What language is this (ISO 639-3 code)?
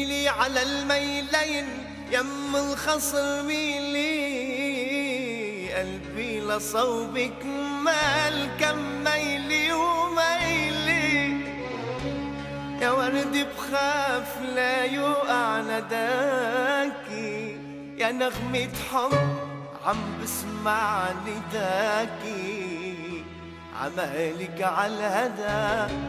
apc